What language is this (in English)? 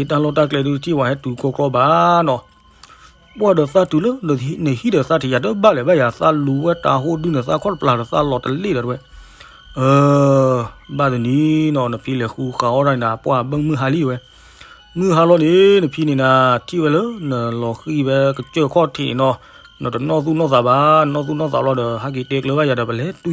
S'gaw Karen